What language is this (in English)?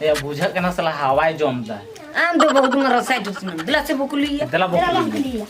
Santali